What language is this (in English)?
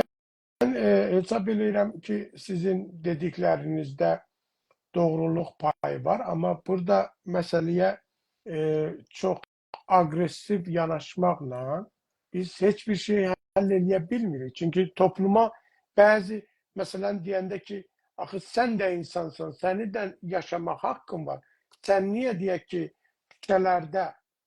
South Azerbaijani